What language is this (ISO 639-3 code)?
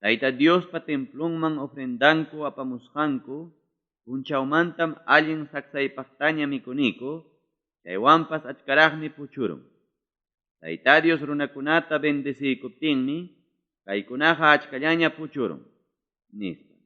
quy